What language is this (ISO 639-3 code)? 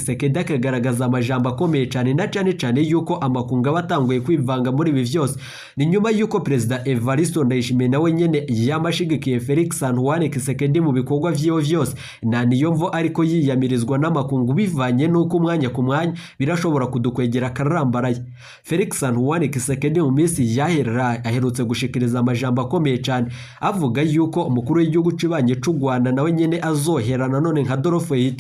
run